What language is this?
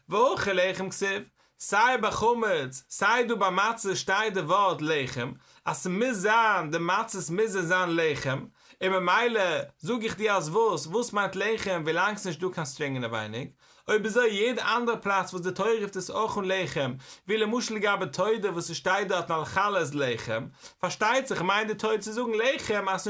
Yiddish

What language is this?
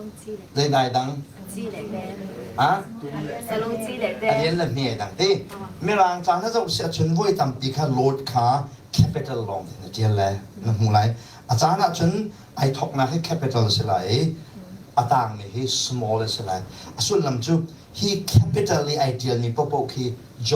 Hakha Chin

